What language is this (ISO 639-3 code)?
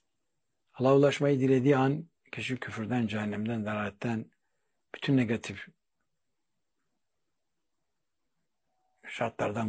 tur